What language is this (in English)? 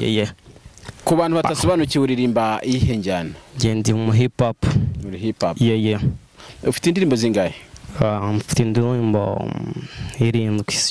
Kinyarwanda